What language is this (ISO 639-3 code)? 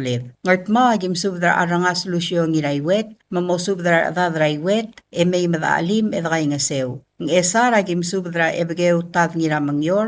pau